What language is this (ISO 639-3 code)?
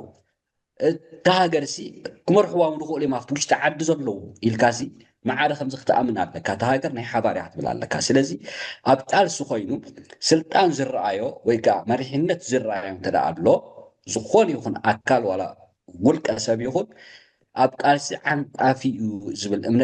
tir